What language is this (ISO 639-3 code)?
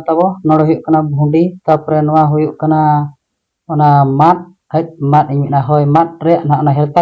sat